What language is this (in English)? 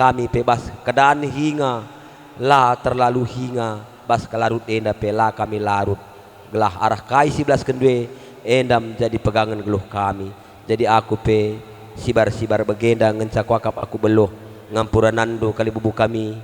Batak Karo